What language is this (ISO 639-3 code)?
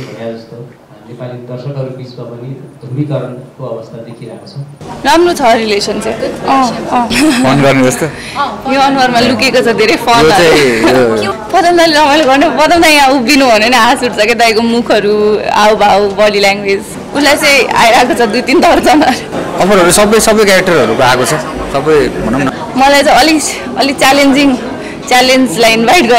nep